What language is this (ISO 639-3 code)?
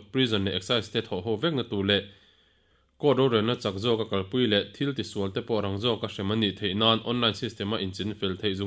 lus